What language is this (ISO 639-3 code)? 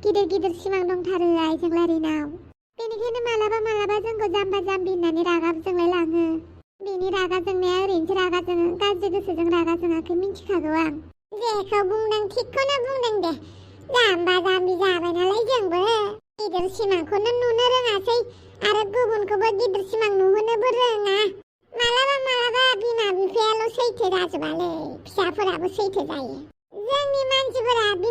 brx